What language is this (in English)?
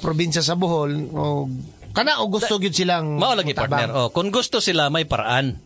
Cebuano